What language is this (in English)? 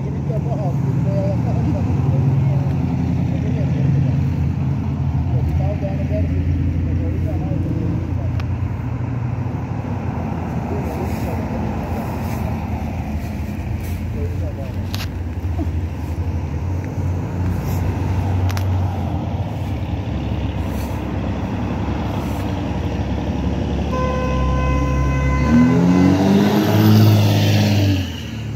Finnish